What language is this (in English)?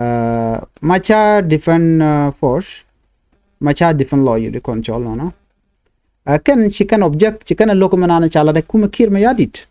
Nuer